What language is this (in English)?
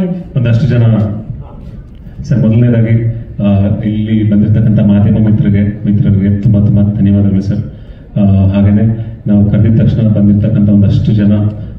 Kannada